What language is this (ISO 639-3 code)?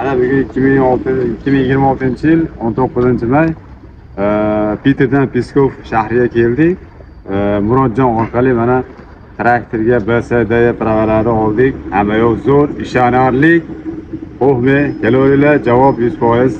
uzb